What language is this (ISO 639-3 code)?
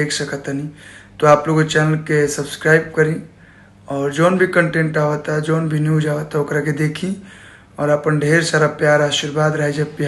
bho